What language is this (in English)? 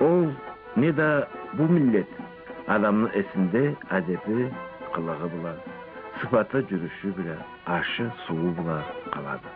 Karachay-Balkar